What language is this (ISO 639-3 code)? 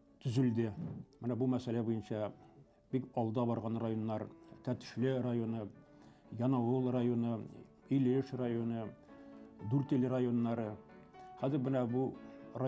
bak